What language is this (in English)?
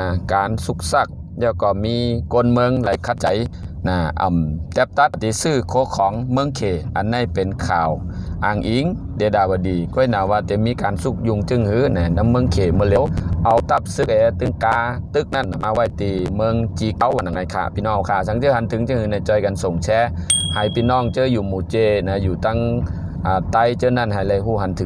Shan